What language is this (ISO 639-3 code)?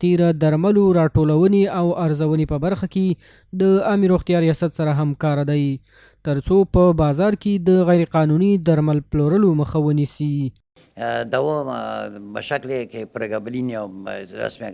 pus